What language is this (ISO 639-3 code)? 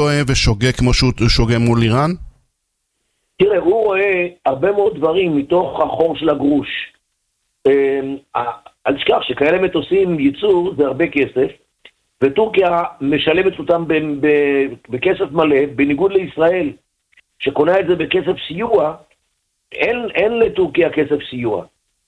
heb